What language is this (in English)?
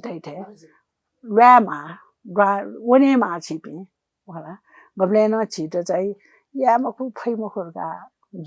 Newari